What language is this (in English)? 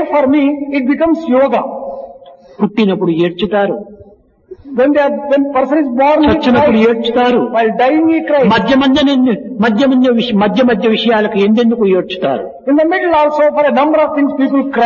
Telugu